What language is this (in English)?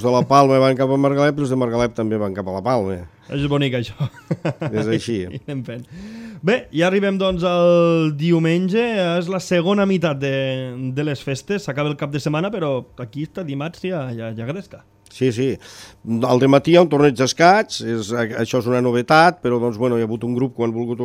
Catalan